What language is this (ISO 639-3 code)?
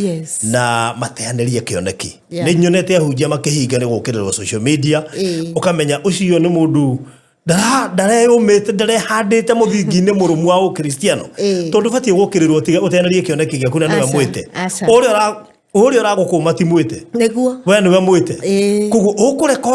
kik